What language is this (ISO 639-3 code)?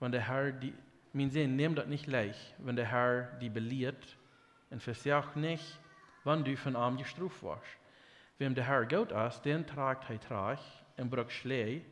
pdt